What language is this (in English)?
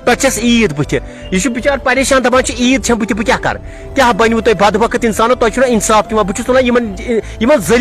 Kashmiri